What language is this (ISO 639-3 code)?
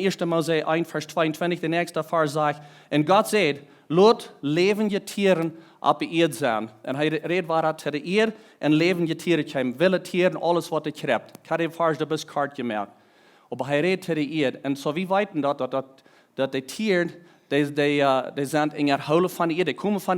pdt